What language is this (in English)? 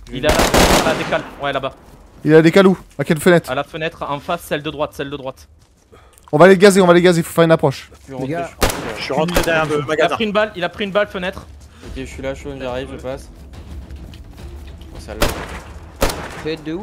French